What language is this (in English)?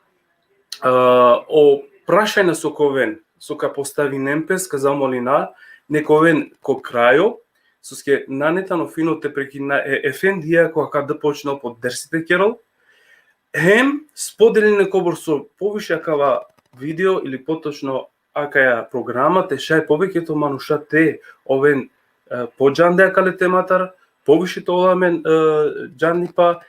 Balkan Romani